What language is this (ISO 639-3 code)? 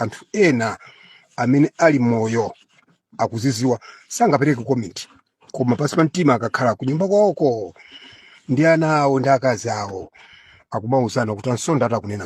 nya